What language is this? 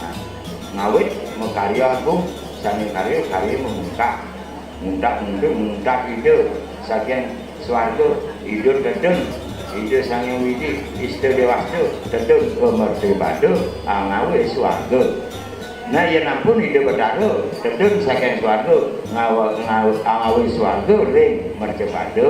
Balinese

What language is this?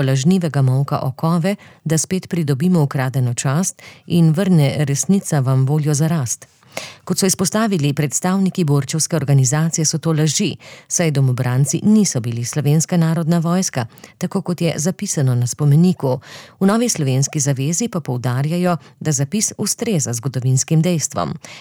Slovenian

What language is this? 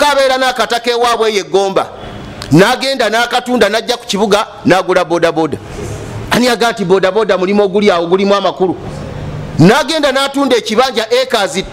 Ganda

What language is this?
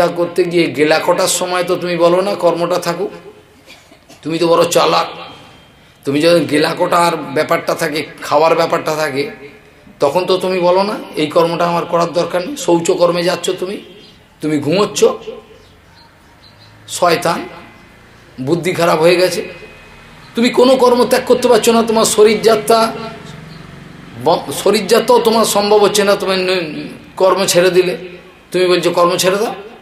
Bangla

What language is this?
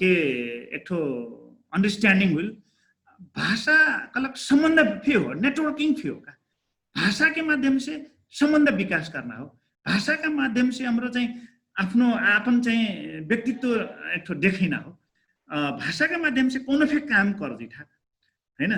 Dangaura Tharu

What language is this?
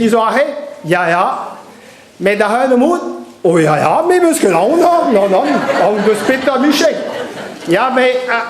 Breton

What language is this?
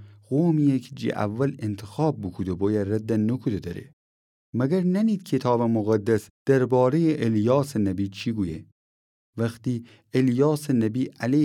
Gilaki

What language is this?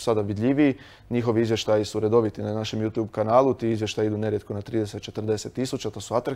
Croatian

